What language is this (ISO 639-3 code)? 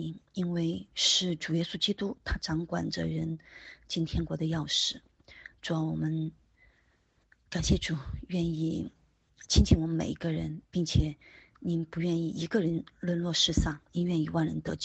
zho